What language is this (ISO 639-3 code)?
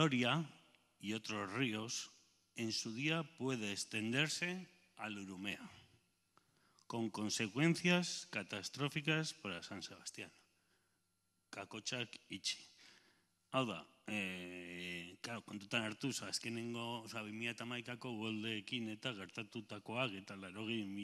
eus